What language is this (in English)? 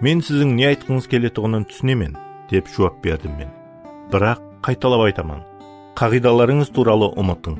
Kara-Kalpak